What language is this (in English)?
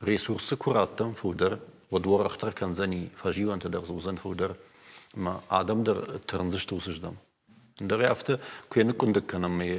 Ossetic